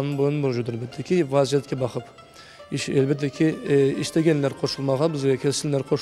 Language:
Crimean Tatar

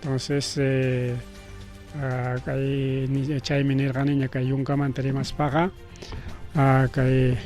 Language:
Ayacucho Quechua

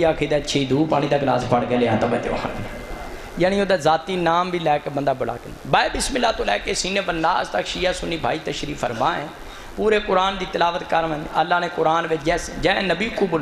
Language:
Saraiki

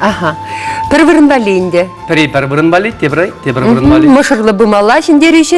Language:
Chuvash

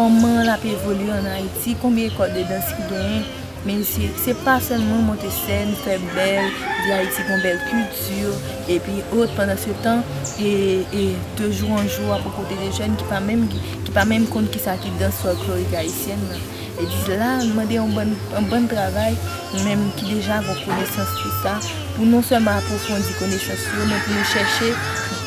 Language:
Haitian Creole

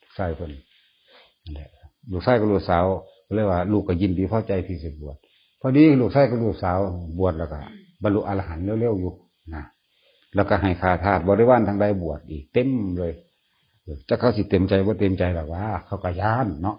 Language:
Northeastern Thai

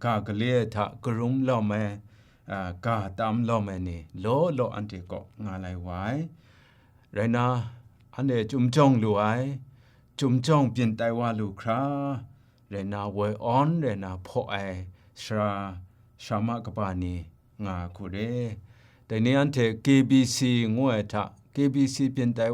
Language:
Kachin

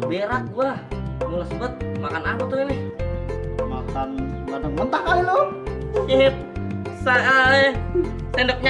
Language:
Betawi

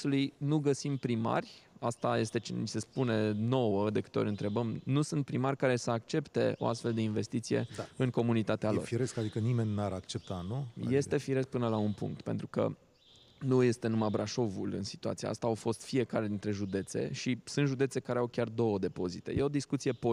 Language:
Romanian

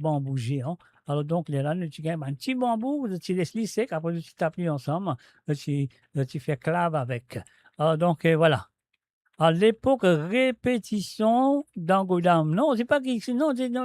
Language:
Morisyen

